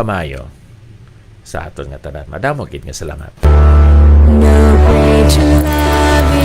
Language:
Hiligaynon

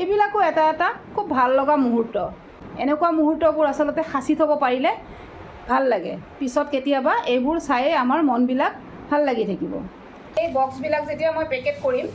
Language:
Assamese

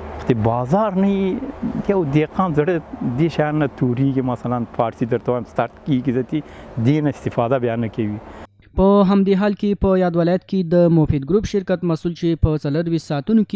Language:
Pashto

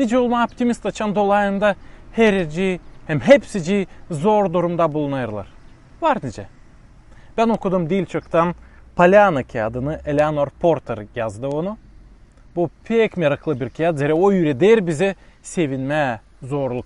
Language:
Gagauz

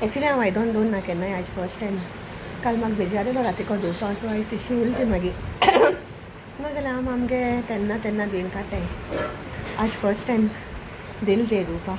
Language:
Konkani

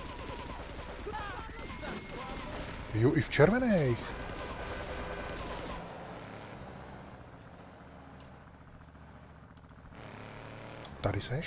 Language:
Czech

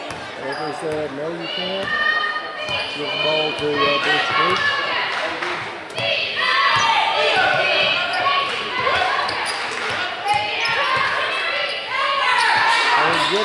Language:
English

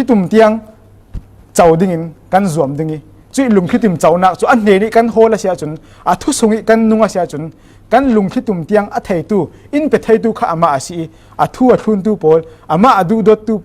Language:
Falam Chin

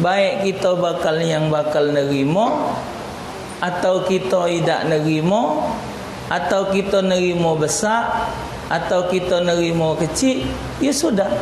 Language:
Musi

